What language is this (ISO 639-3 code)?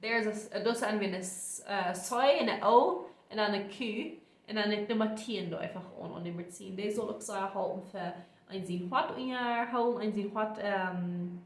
pdt